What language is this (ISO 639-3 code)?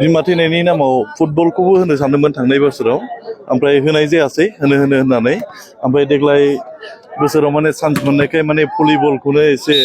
brx